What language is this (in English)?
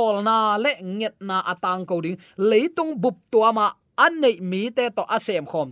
Tedim Chin